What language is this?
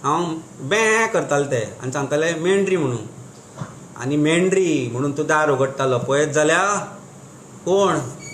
Konkani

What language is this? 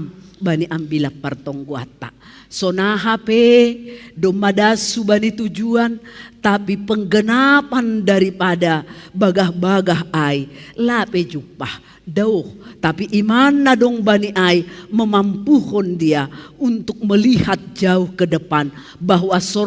Batak Simalungun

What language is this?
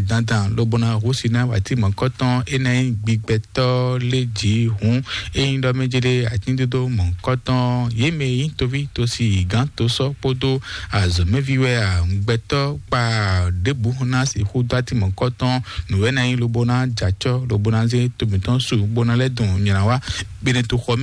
Fon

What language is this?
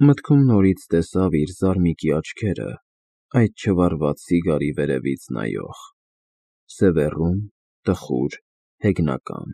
Armenian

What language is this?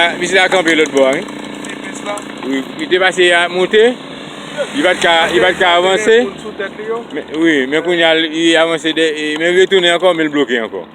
Haitian Creole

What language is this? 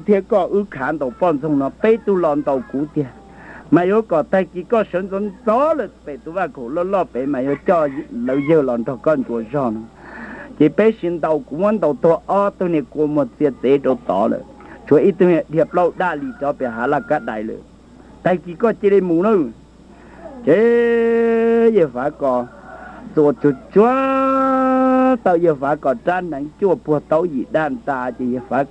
Hmong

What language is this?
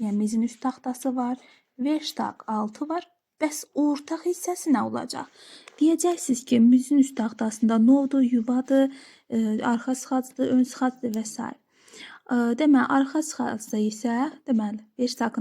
Azerbaijani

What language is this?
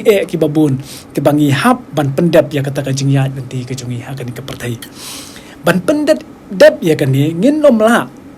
Khasi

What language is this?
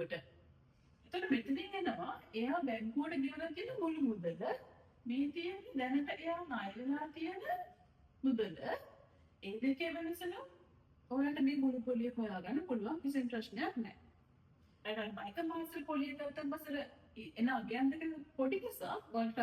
Sinhala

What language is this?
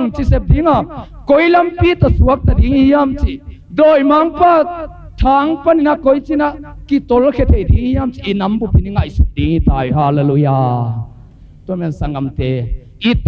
Tedim Chin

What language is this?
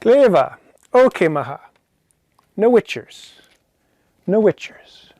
Scottish Gaelic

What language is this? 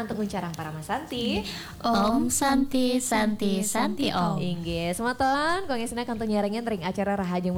Balinese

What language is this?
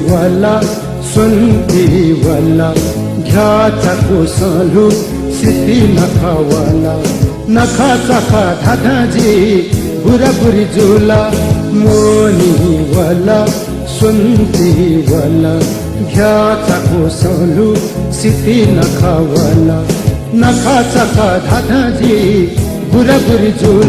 Newari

